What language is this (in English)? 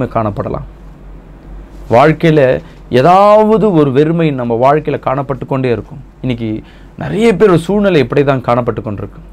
Tamil